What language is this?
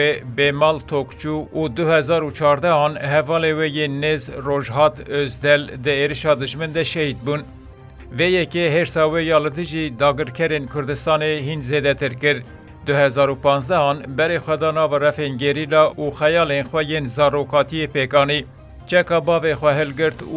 Kurdish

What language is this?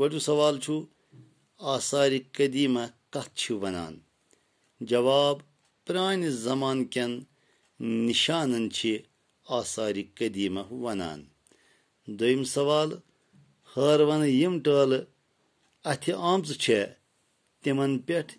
Kashmiri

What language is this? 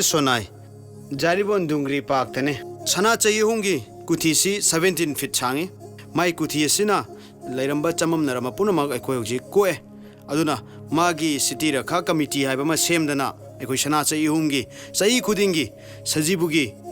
Manipuri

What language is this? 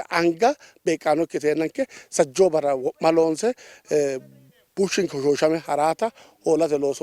Sidamo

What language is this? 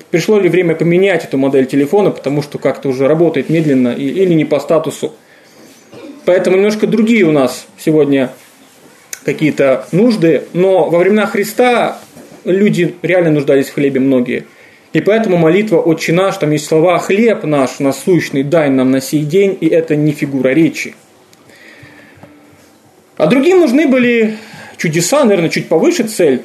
Russian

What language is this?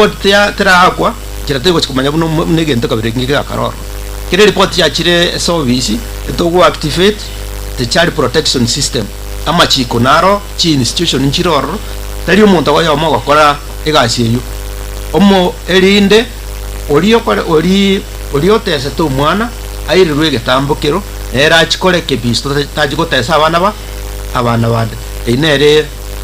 Gusii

